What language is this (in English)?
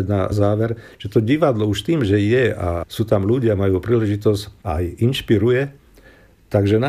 Slovak